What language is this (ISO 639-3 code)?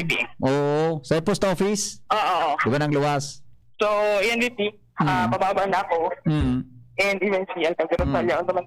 bik